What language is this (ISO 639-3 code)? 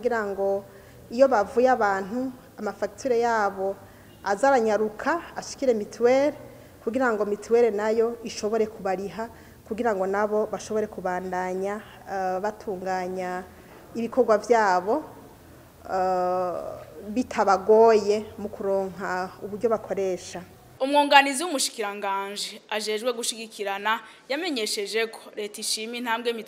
run